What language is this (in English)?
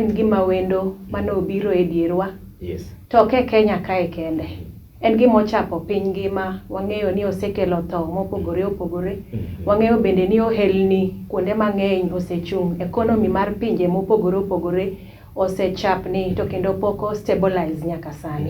Luo (Kenya and Tanzania)